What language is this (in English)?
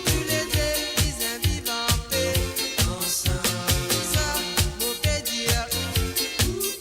Morisyen